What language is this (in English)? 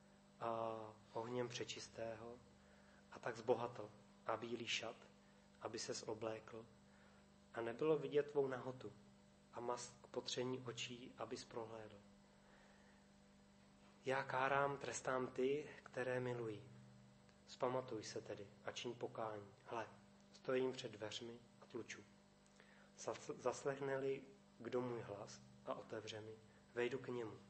Czech